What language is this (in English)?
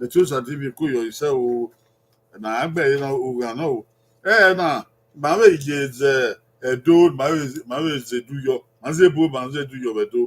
Bini